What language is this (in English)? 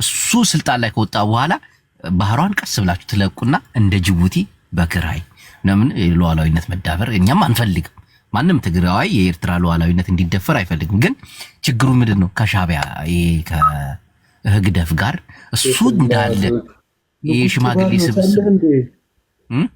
Amharic